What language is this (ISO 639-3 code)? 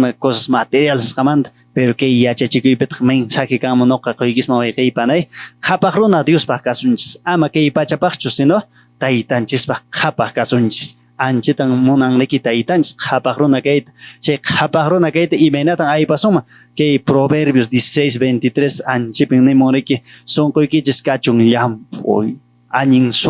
que